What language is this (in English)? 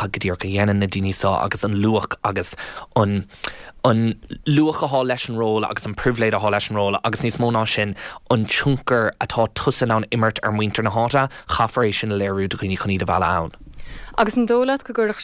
Irish